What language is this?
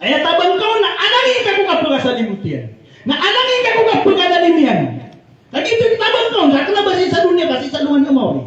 Maranao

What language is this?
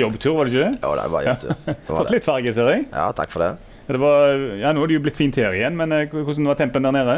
Norwegian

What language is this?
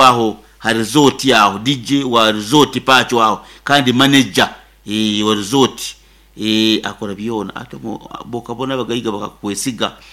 Nyoro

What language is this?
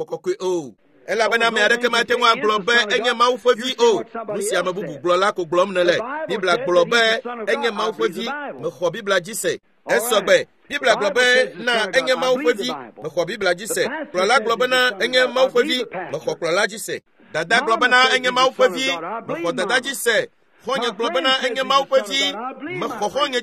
Ewe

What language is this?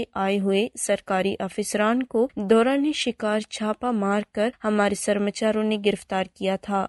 Urdu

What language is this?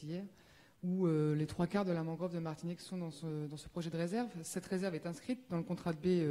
French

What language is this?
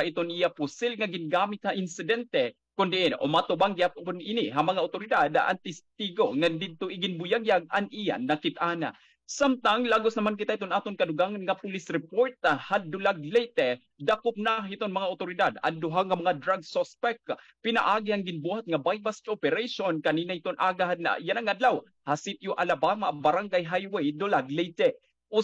Waray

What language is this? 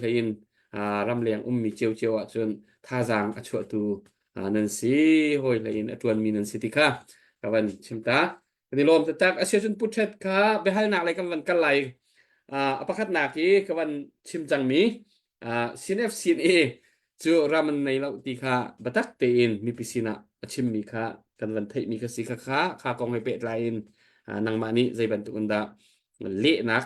Hakha Chin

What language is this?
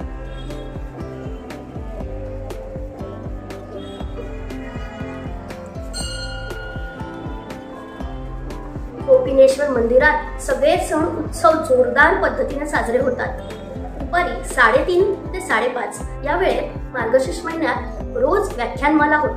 Marathi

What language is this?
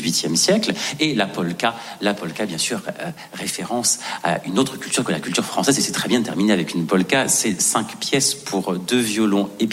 French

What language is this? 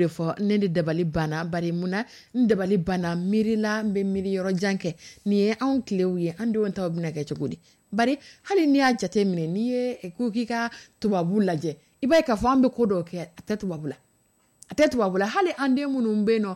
Dyula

